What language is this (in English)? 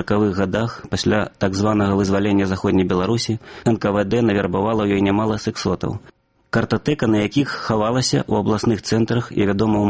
Belarusian